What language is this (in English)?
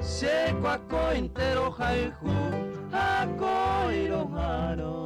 Guarani